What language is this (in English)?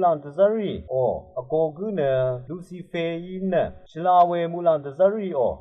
Rawang